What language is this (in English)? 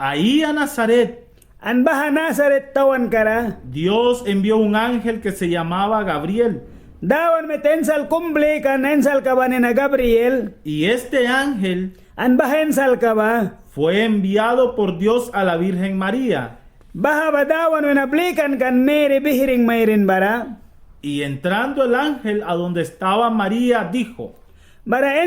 Mískito